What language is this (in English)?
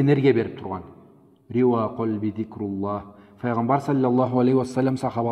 Karachay-Balkar